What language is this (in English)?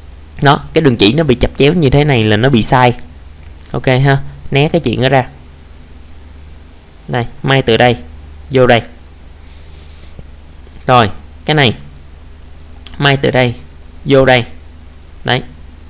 Vietnamese